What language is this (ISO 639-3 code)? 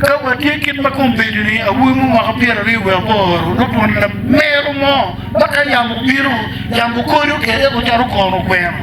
ach